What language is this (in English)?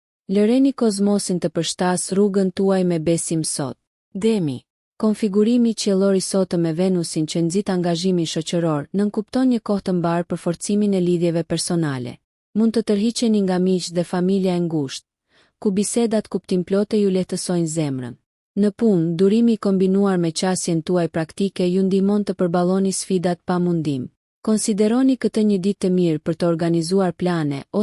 Albanian